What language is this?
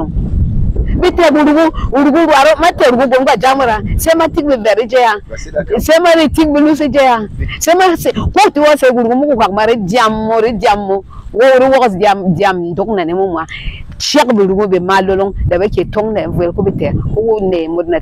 Berom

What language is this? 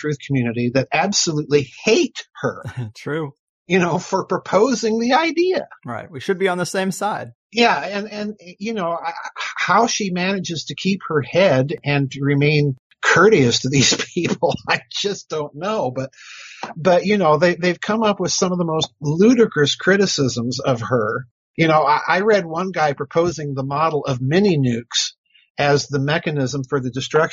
English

